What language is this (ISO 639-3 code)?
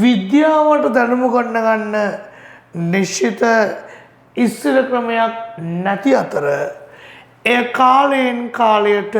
sin